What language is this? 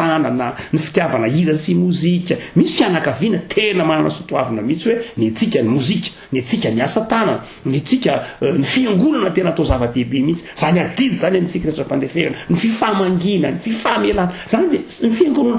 Malagasy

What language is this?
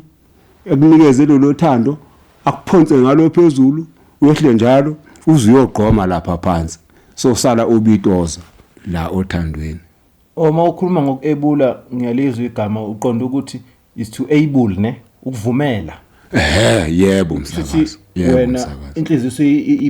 Zulu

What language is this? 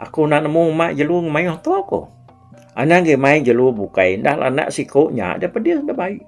Iban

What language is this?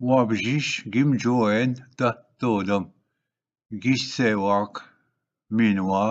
Ojibwa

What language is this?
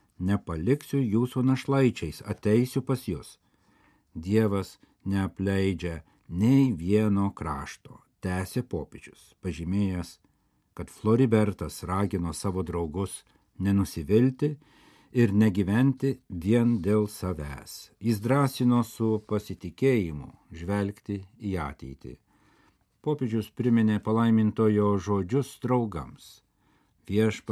Lithuanian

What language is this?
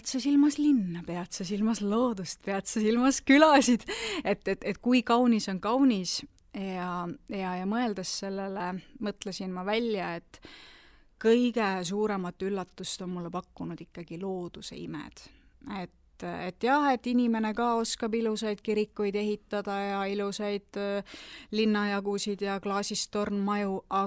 Estonian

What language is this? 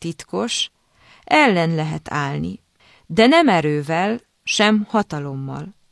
Hungarian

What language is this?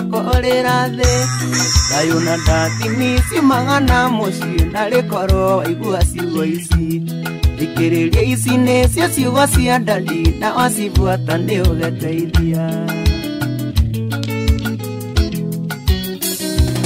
Kikuyu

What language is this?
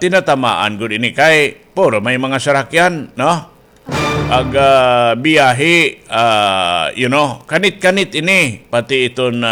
Waray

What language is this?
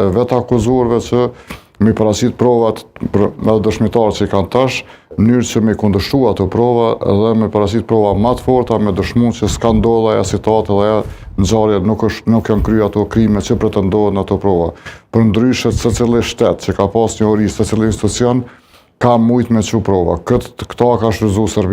Albanian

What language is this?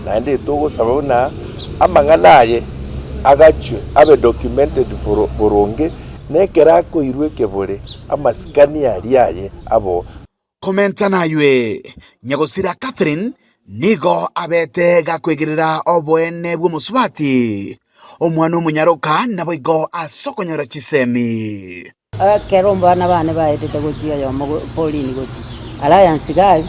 Gusii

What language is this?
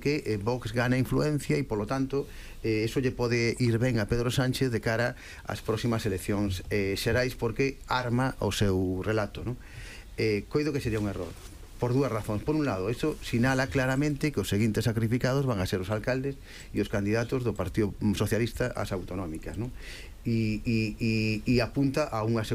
Galician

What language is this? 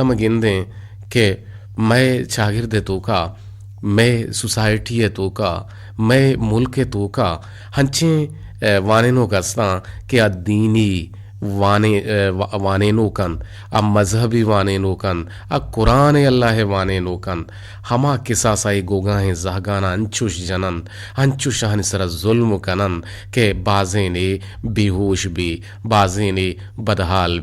Eastern Balochi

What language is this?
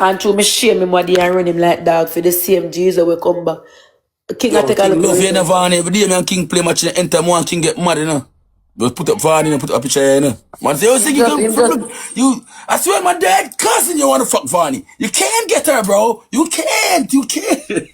Jamaican Creole English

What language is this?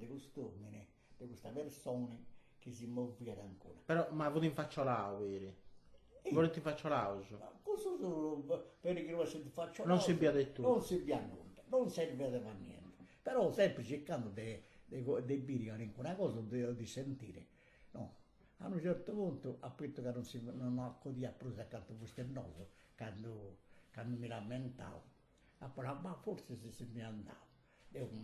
Sardinian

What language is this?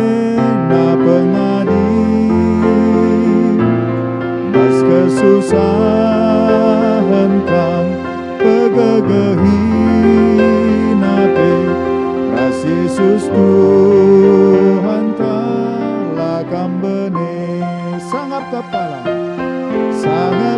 Batak Karo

